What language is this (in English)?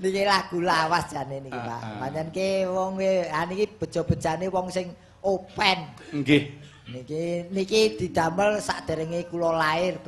Javanese